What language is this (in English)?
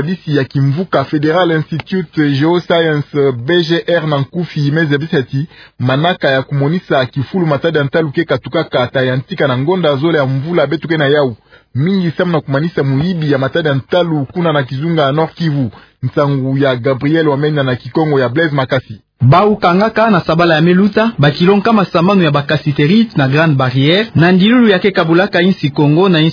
Kituba (Democratic Republic of Congo)